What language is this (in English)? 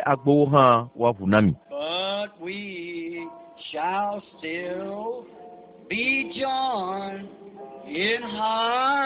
Ewe